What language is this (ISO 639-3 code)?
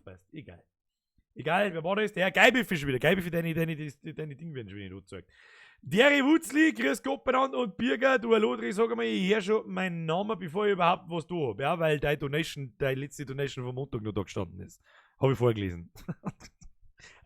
bar